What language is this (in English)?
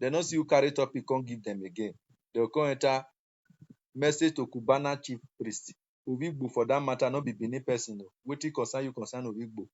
Nigerian Pidgin